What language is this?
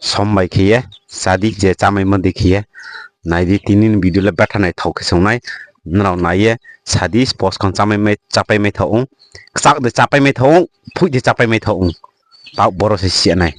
Riang (India)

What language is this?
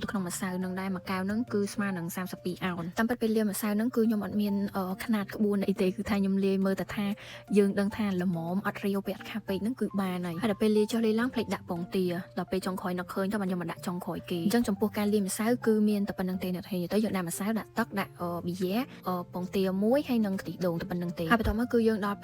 Khmer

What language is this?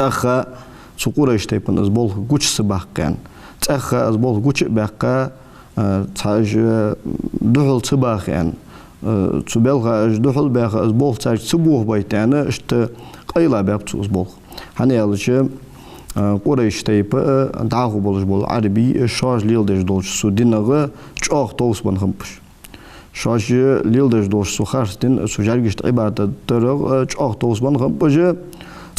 Ingush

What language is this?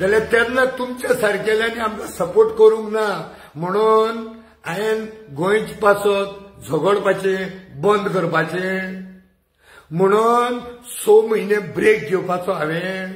Konkani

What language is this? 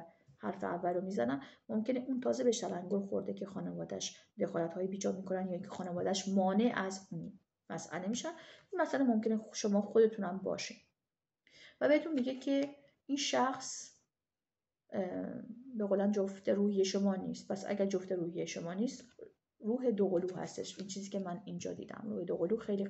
Persian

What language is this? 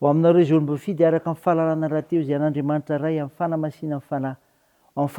Malagasy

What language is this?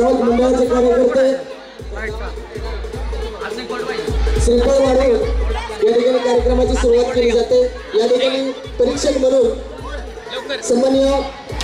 Marathi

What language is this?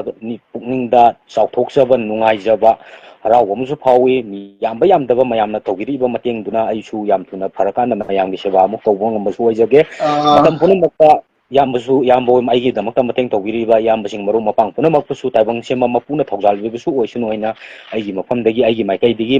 Manipuri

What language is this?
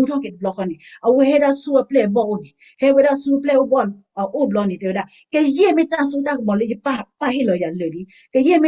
S'gaw Karen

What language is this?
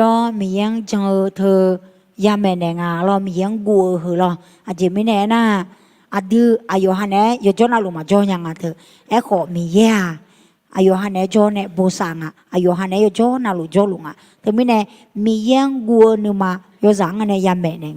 Akha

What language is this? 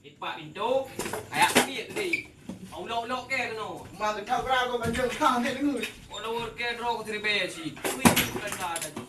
Achinese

